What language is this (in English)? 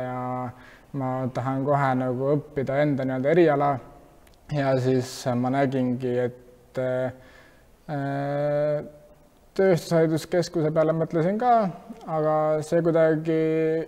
Estonian